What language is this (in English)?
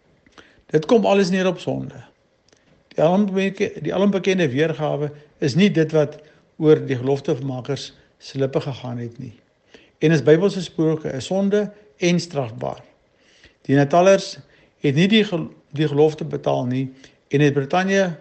Afrikaans